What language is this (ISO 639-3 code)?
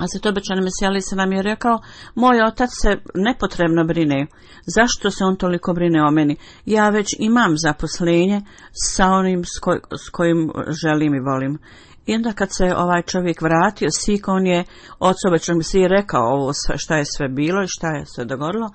bos